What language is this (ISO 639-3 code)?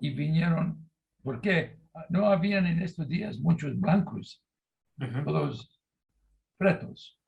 lad